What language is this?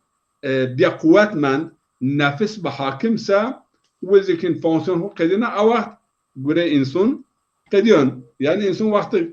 Zaza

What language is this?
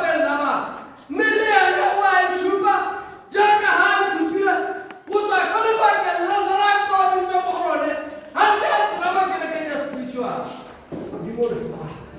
Tswana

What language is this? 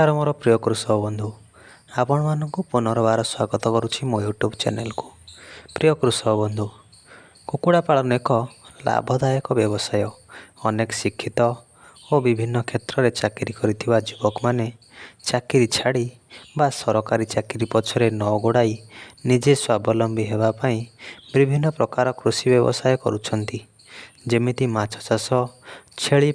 Odia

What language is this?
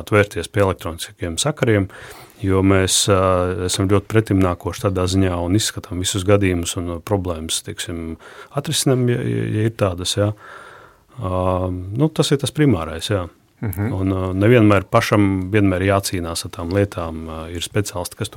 Latvian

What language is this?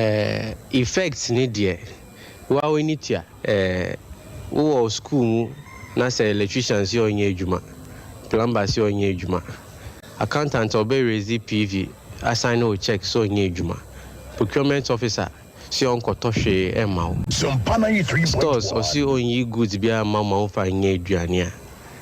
Akan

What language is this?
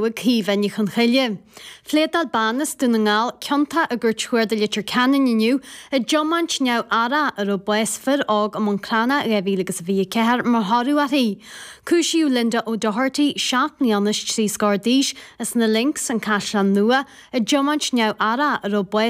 Irish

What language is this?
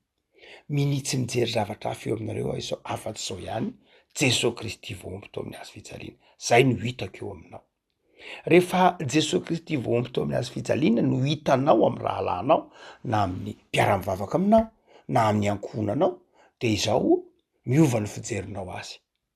Malagasy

